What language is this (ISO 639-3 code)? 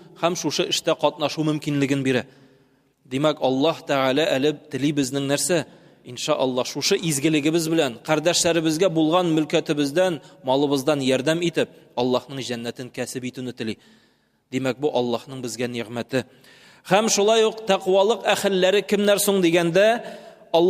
tat